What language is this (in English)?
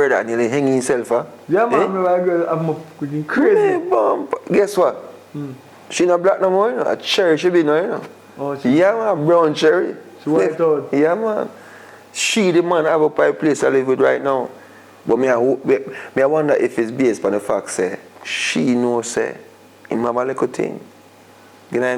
Jamaican Creole English